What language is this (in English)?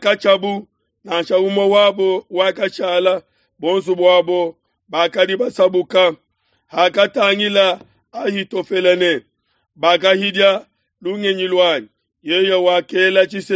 Luba-Lulua